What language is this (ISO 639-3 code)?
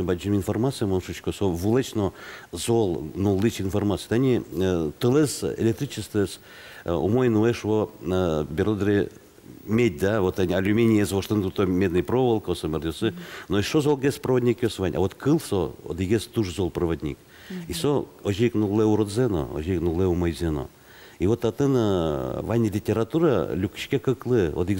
udm